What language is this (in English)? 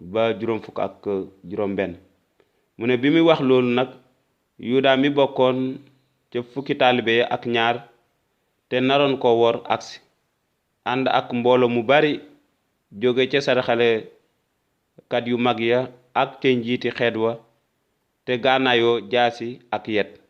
Wolof